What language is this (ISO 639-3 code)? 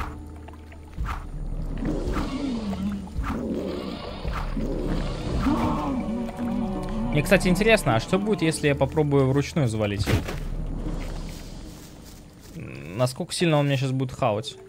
rus